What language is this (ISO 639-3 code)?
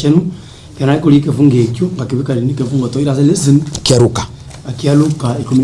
guz